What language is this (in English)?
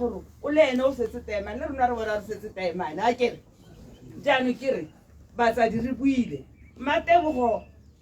Tswana